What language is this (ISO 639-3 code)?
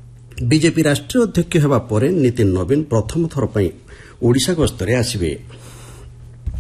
ori